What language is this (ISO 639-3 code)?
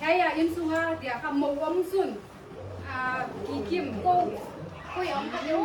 pck